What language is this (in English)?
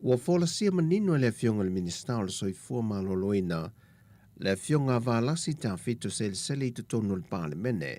Samoan